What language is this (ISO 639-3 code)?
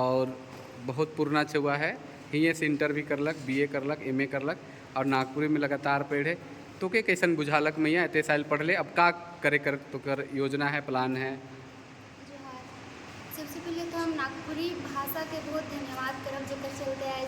sck